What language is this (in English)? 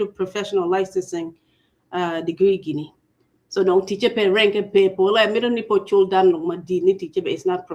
Acoli